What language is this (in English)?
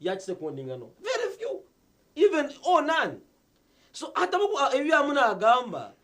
Nyankole